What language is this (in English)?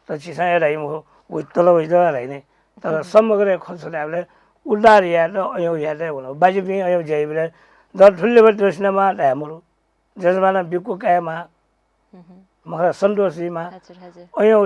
Newari